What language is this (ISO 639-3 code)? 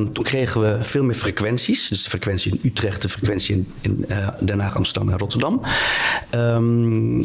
nld